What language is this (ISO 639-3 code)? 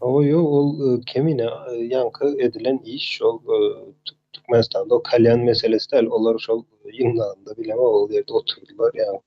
tuk